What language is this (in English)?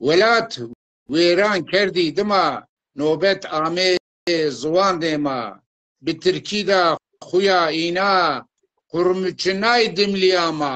Zaza